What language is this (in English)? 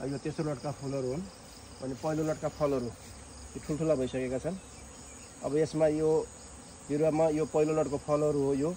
Nepali